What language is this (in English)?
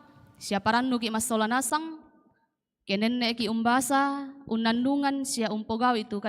Toraja-Sa'dan